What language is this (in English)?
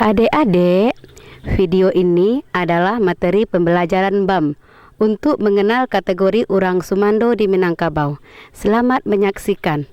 Minangkabau